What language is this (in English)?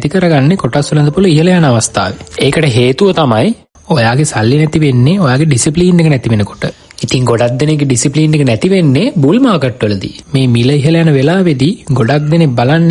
Sinhala